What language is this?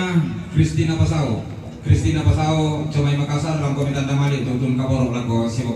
Toraja-Sa'dan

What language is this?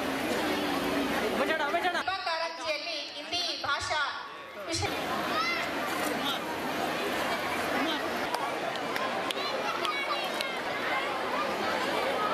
Kannada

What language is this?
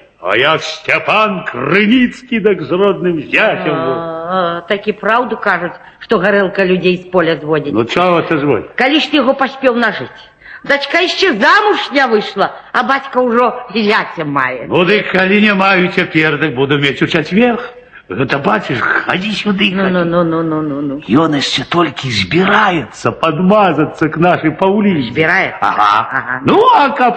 Belarusian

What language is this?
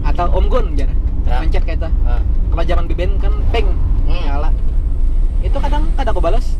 Banjar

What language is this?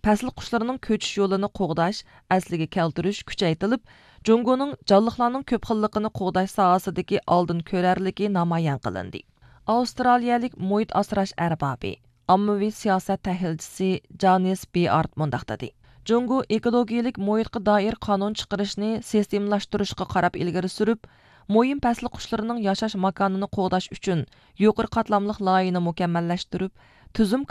Uyghur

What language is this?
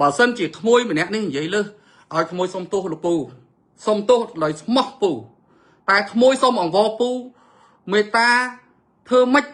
Khmer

